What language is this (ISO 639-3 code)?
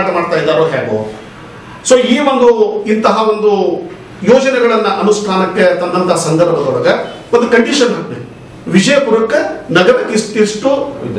kan